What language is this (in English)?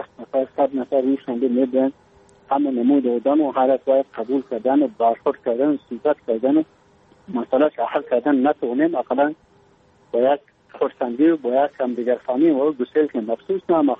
Persian